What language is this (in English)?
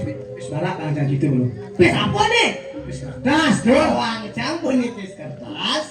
Balinese